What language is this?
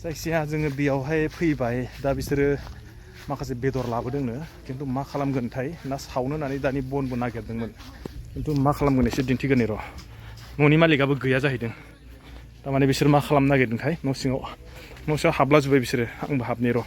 Bodo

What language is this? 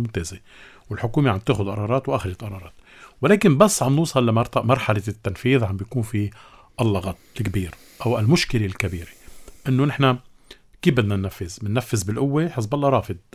North Levantine Arabic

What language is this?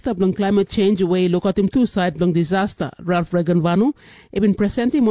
Tok Pisin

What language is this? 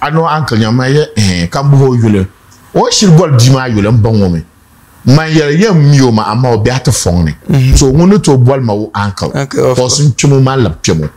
Dagbani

